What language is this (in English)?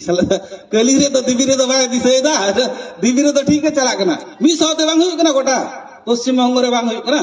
Santali